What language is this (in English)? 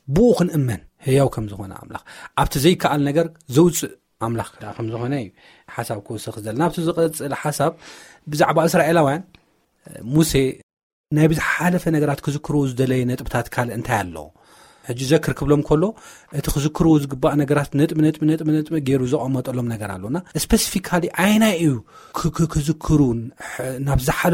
Tigrinya